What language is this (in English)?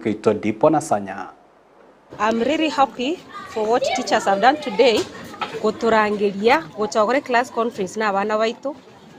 Gusii